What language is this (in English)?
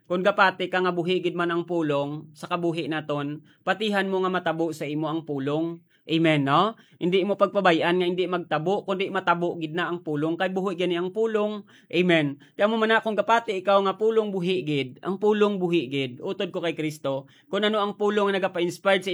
Hiligaynon